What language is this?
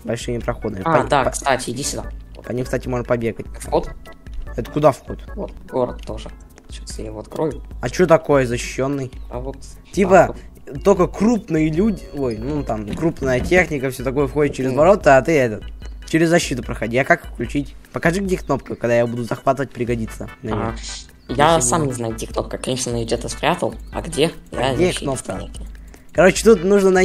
Russian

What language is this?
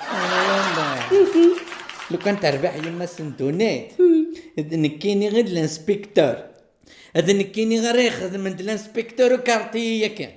Kabyle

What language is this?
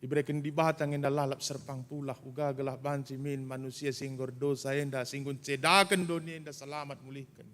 Batak Karo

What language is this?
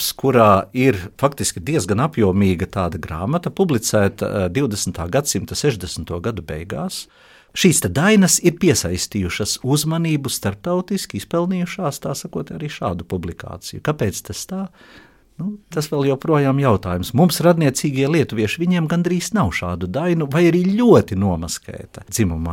Latvian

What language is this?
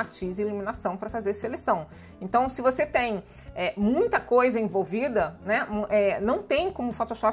Portuguese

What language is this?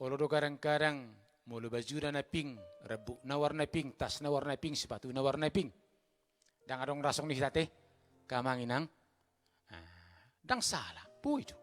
Batak Toba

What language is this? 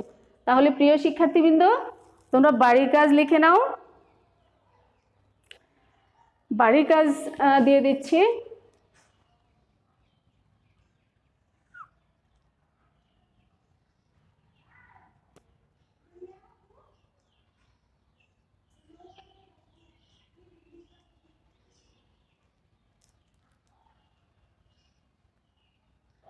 Bangla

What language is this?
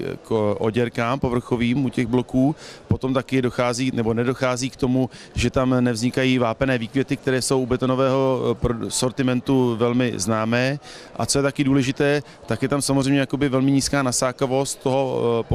Czech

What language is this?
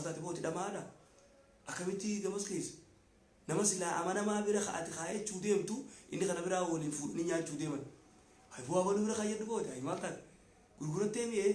Oromo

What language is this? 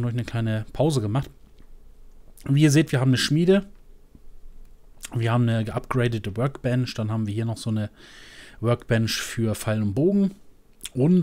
German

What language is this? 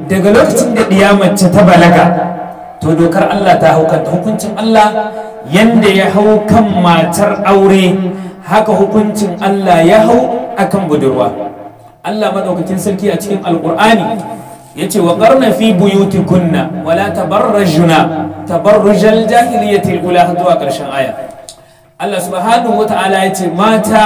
Hausa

